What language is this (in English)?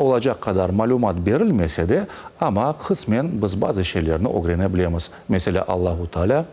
Crimean Tatar